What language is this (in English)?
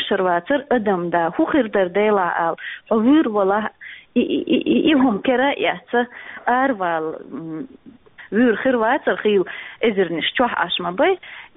Chechen